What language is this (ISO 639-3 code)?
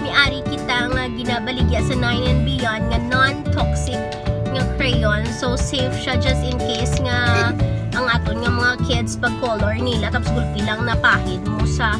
hil